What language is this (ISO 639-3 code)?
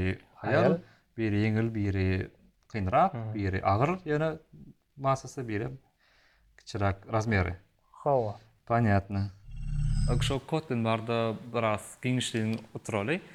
tuk